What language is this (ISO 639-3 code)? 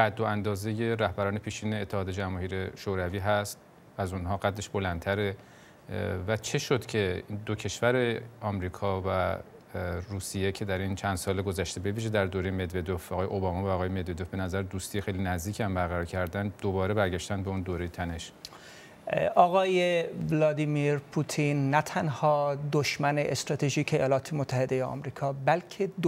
fas